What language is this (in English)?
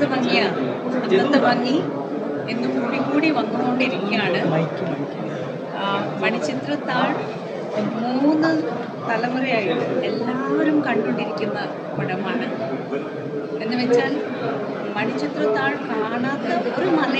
Malayalam